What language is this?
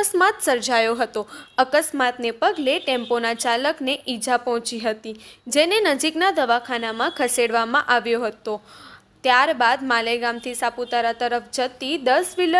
Gujarati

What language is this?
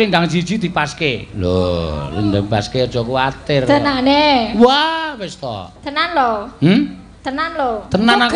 Javanese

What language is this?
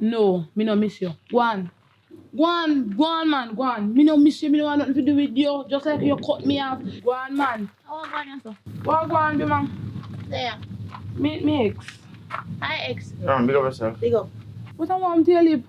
Jamaican Creole English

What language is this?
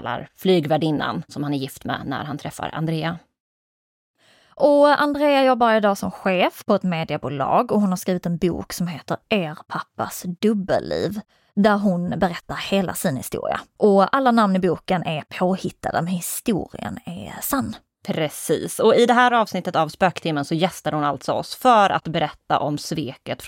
Swedish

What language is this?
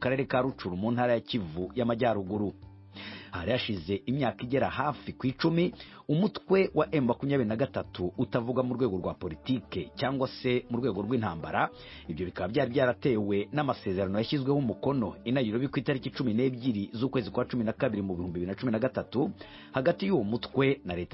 Kinyarwanda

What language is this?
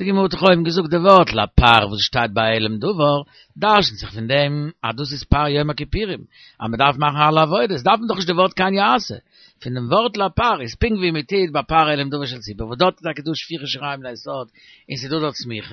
Yiddish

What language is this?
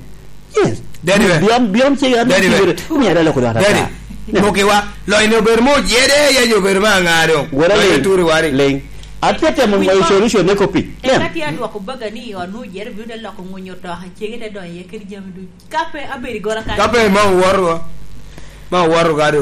Lango (Uganda)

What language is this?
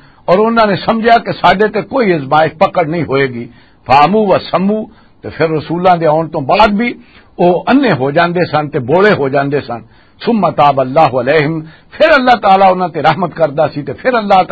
Western Panjabi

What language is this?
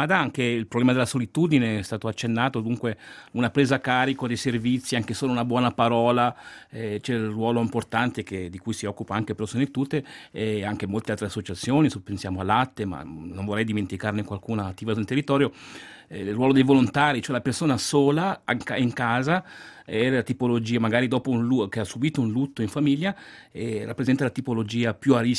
Italian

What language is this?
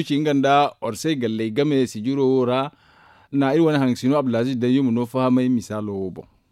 Zarma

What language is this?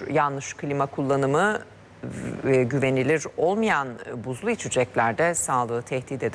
Turkish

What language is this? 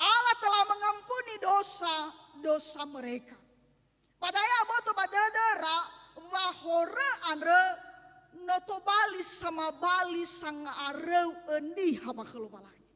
Nias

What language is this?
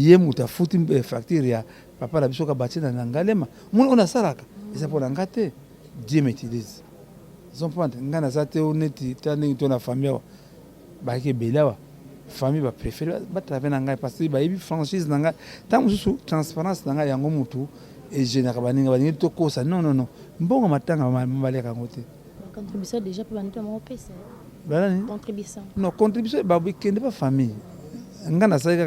Lingala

